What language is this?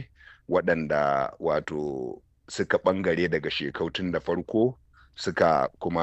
Hausa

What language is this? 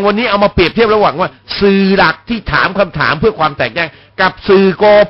Thai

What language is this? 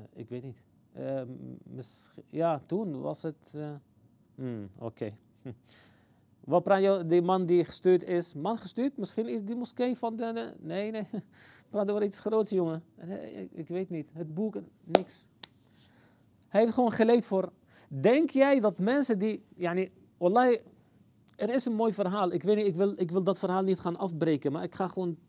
Dutch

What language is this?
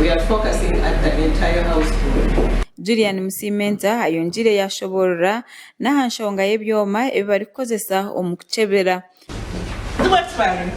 Nyankole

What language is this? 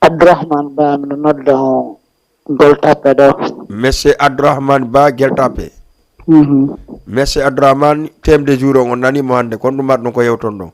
Fula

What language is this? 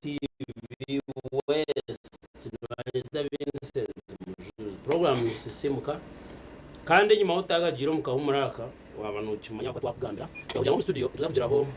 Nyankole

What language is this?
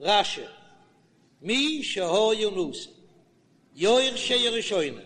Yiddish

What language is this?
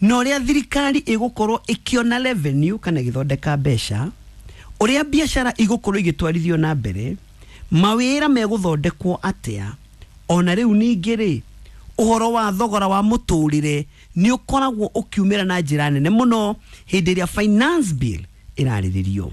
Kikuyu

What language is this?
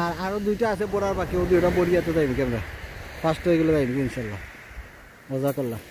Sylheti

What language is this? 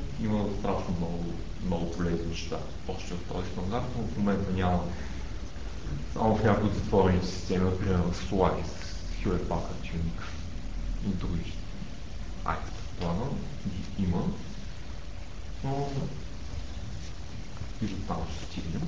Bulgarian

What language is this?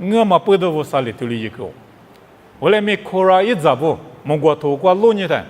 Lisu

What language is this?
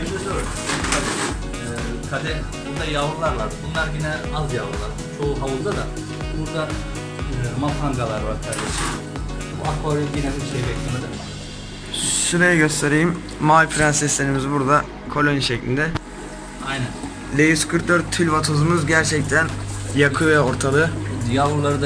Turkish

